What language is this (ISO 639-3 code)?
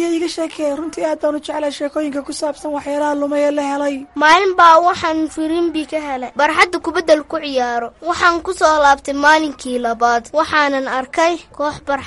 som